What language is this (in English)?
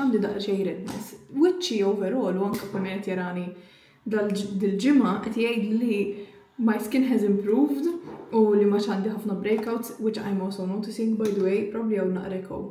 Maltese